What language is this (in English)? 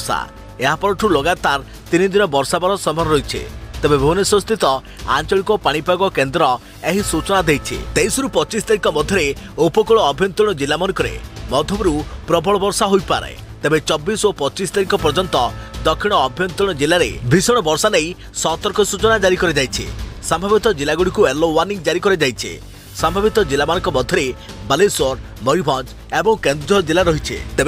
Odia